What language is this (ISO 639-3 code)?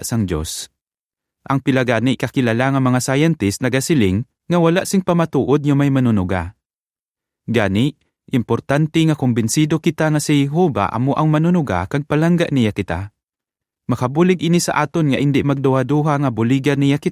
hil